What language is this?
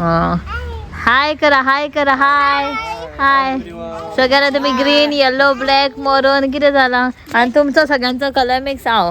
Konkani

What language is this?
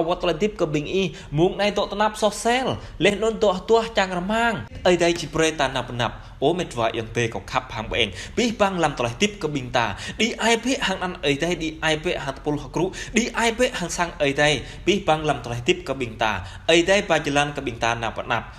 Jarai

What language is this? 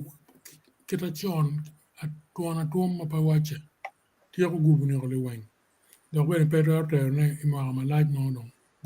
Acoli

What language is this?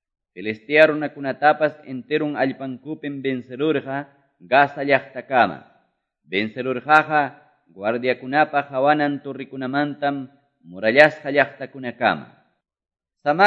Quechua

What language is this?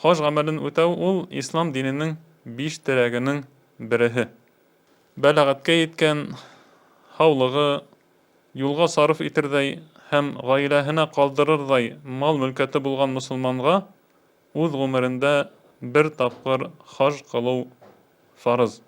Bashkir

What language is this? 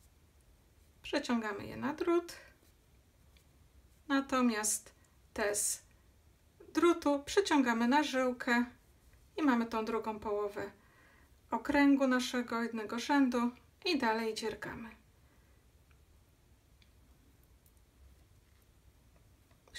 Polish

